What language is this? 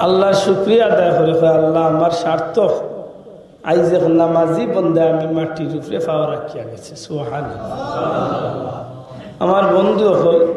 Sylheti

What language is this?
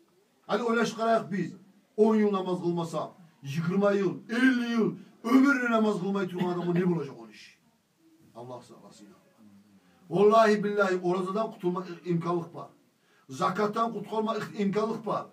Kumyk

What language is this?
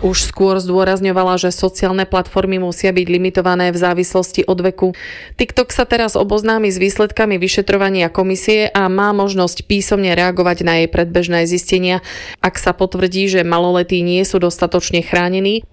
Slovak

